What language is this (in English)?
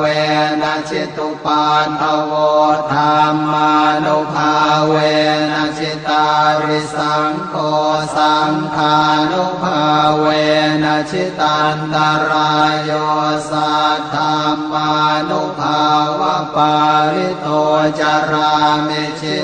Pali